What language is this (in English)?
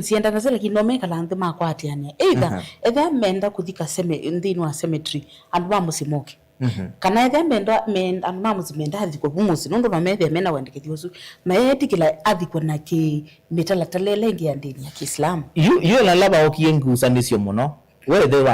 Kamba